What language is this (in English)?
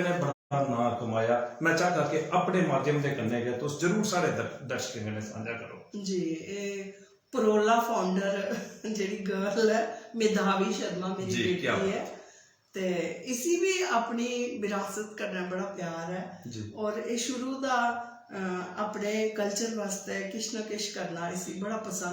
Dogri